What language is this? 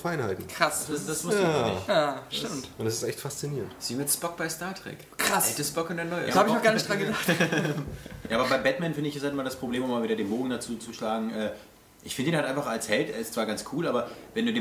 German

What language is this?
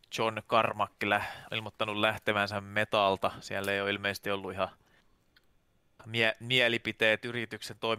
Finnish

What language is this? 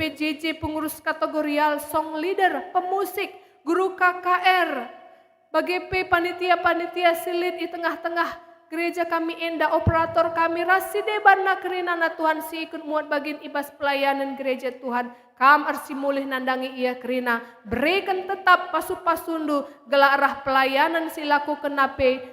Batak Karo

